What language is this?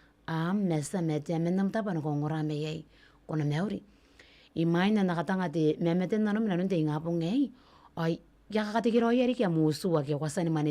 Gilbertese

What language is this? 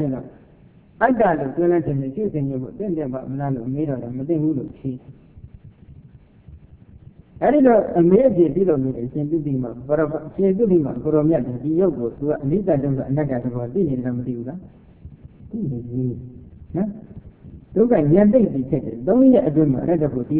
Burmese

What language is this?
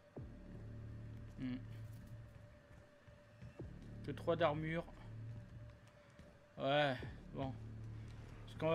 French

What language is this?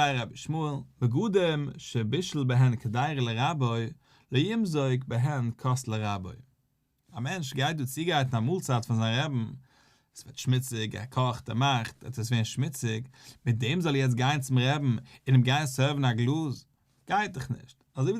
Yiddish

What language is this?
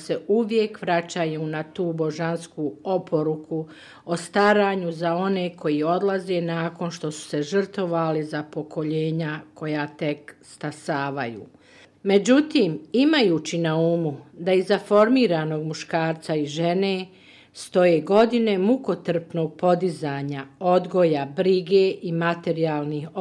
Bosnian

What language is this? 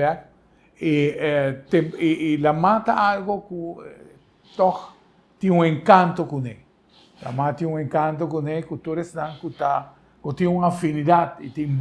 Papiamento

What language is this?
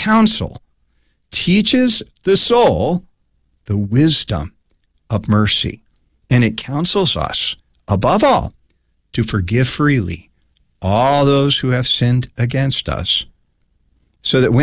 English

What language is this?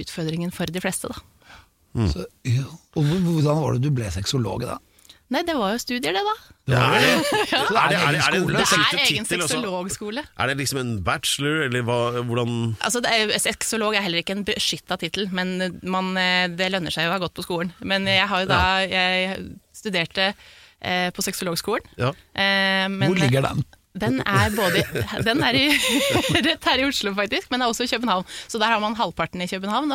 Norwegian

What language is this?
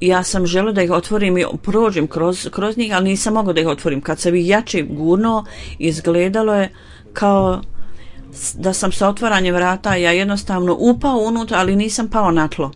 Bosnian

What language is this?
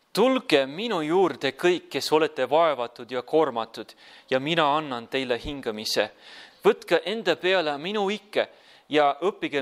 Estonian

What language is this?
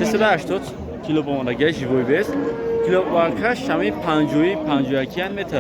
Tajik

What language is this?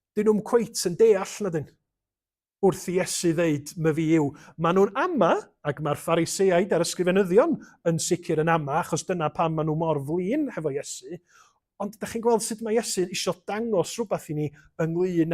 Welsh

